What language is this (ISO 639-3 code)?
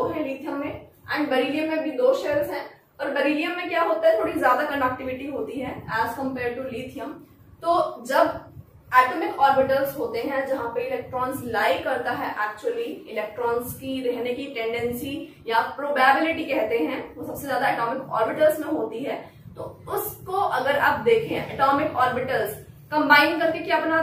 hin